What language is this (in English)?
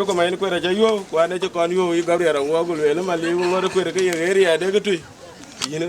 Dinka